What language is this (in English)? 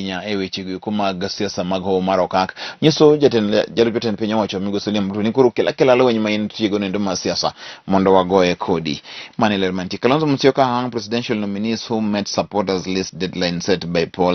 Luo (Kenya and Tanzania)